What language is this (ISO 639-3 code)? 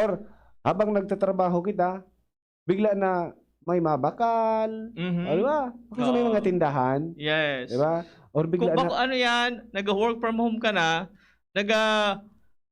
bik